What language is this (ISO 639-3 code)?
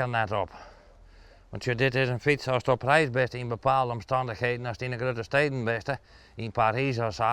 fry